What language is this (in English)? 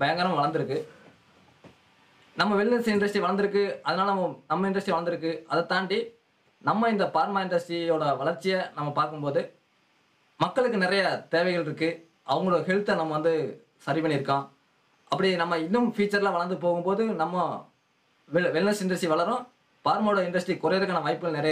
Tamil